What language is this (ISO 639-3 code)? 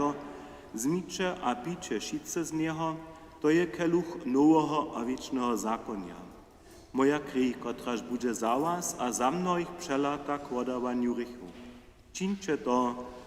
hsb